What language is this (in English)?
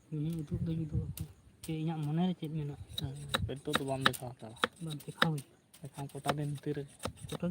Santali